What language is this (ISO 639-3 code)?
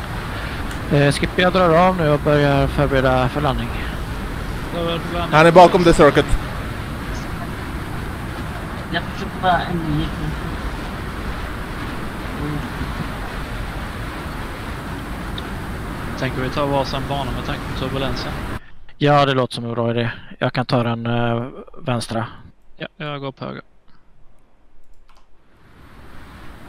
swe